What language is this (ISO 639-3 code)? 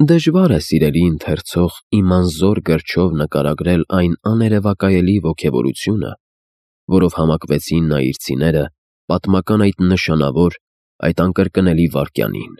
hye